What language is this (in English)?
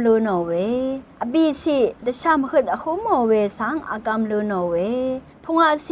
Rawang